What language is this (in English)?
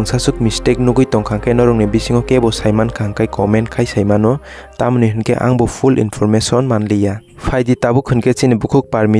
Kok Borok